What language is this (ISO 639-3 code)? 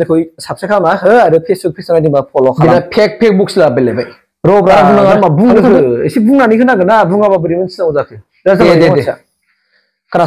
brx